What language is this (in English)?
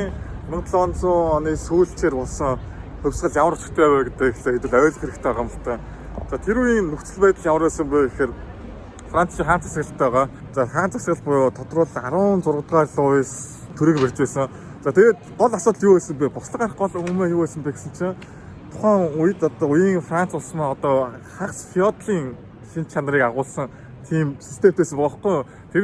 Mongolian